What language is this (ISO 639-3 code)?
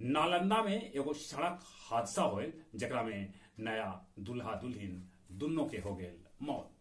mag